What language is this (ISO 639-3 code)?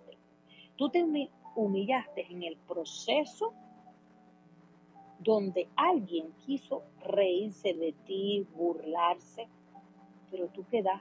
spa